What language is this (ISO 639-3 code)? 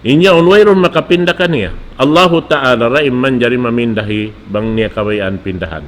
tsg